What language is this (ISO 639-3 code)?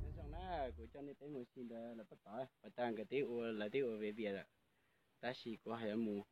hmn